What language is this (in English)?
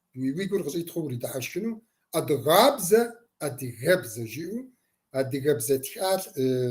Kabardian